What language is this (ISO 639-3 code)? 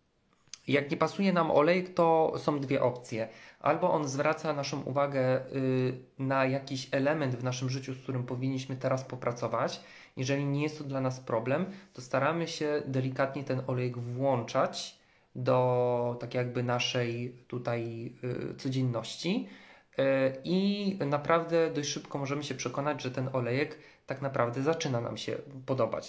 pol